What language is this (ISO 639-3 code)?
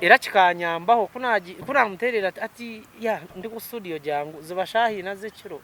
nyn